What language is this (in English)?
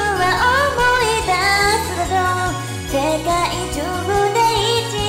Japanese